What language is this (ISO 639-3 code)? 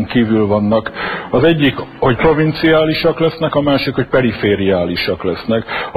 hun